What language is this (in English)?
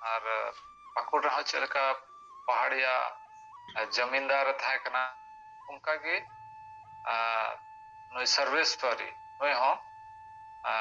Santali